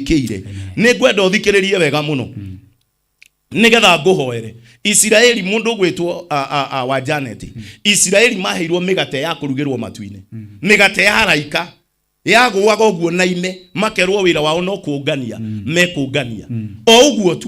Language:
Kikuyu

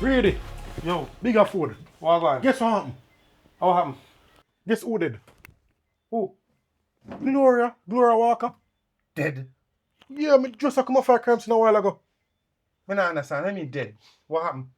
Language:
Jamaican Creole English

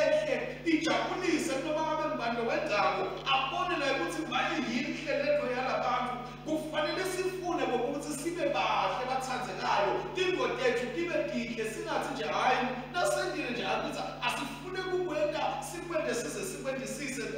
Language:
Swati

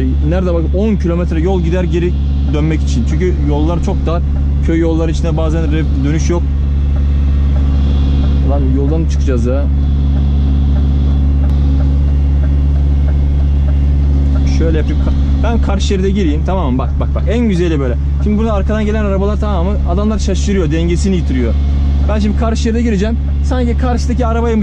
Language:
Turkish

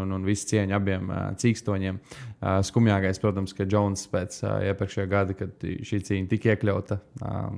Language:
Latvian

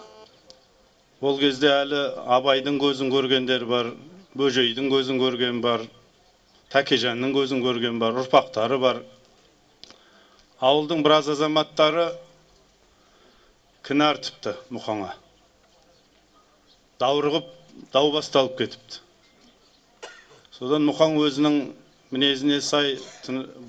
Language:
Kazakh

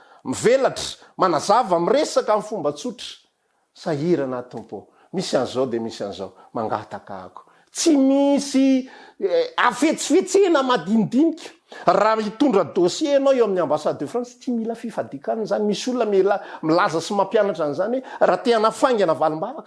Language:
Malagasy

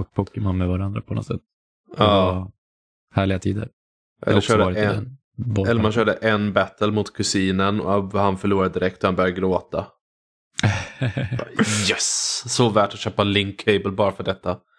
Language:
Swedish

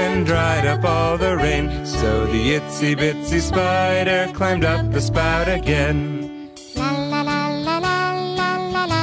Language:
English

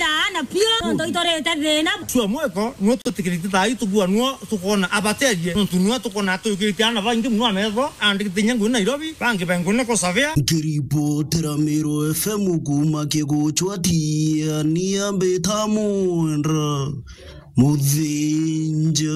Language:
Meru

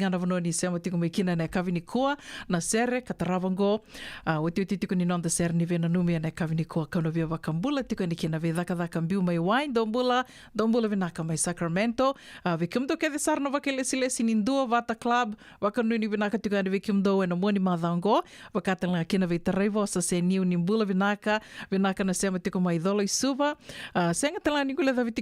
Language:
Fijian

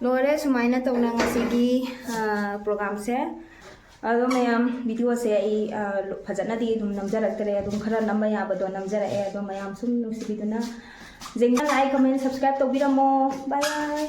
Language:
Manipuri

